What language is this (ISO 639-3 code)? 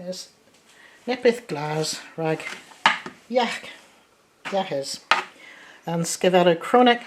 cor